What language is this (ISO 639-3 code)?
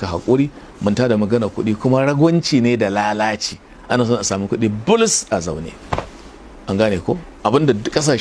hau